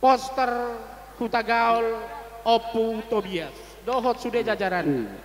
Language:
Batak Toba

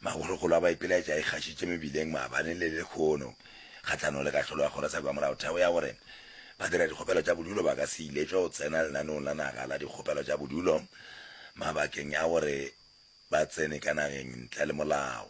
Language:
Northern Sotho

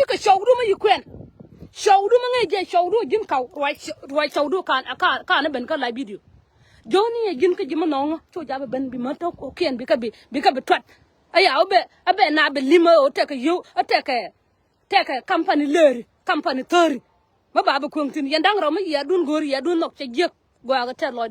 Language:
Nuer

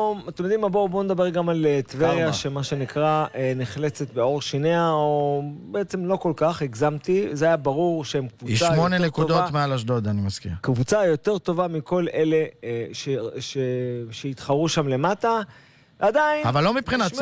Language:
Hebrew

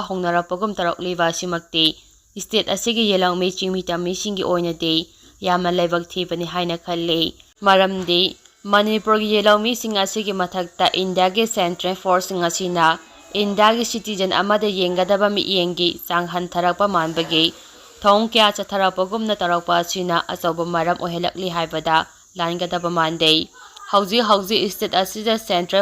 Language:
Manipuri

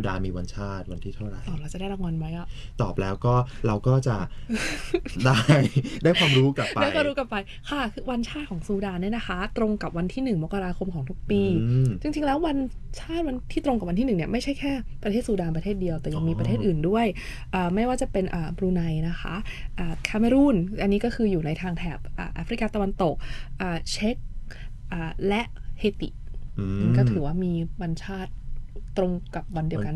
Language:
Thai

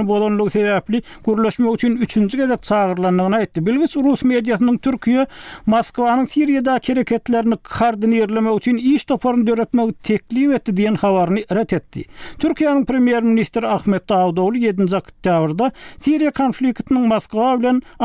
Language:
Turkmen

